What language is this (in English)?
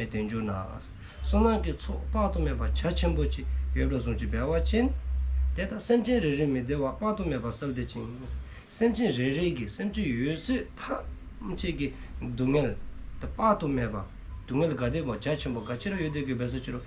Dzongkha